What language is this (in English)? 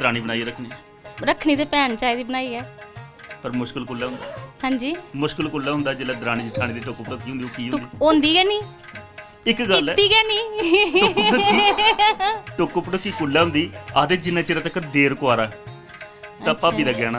Dogri